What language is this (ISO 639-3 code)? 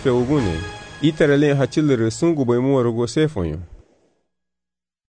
cab